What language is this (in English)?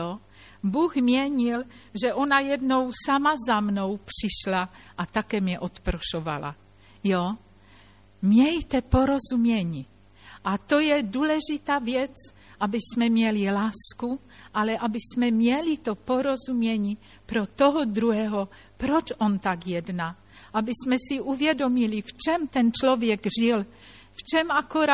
Czech